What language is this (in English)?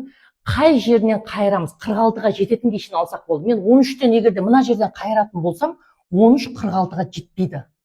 Kazakh